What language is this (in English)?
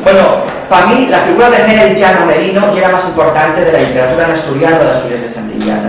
Asturian